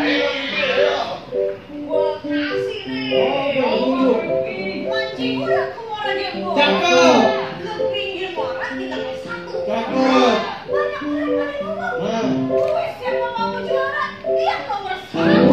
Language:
Betawi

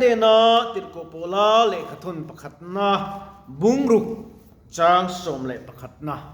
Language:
Mizo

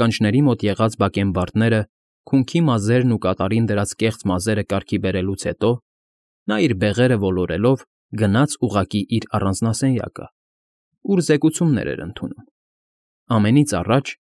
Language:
Armenian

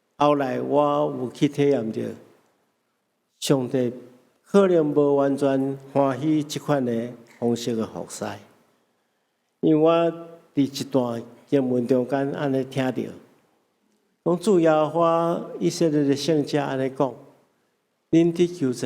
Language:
Min Nan Chinese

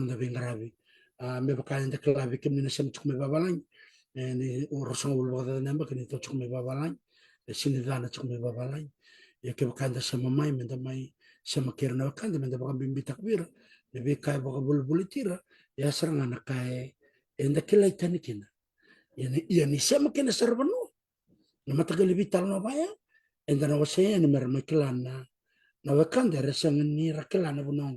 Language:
Fijian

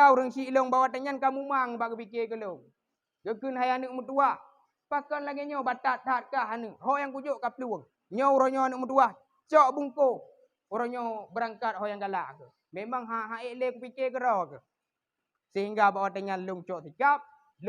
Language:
Achinese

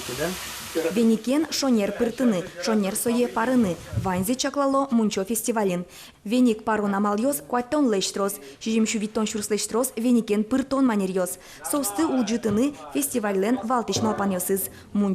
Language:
Udmurt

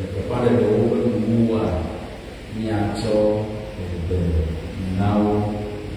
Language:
Ewe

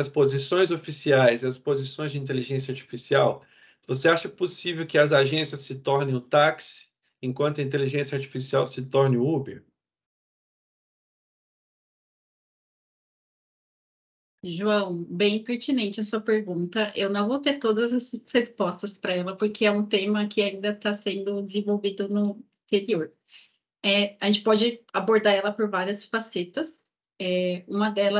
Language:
Portuguese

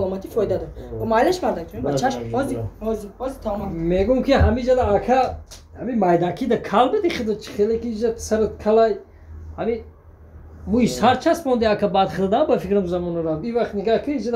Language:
Tajik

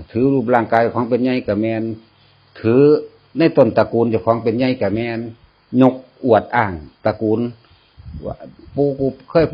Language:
Northeastern Thai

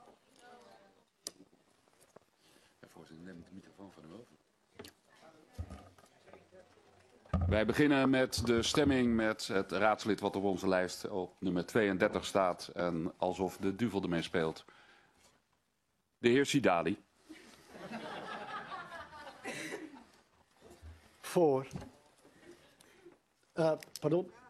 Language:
Dutch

